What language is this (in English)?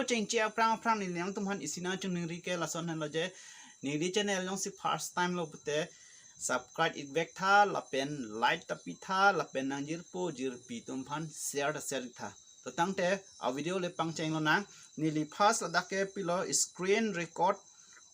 Karbi